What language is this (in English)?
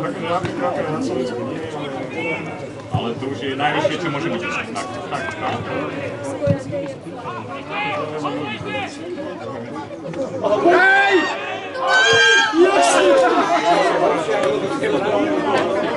Slovak